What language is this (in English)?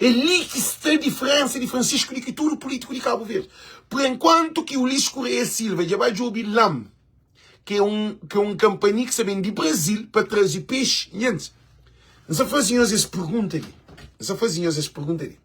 Kabuverdianu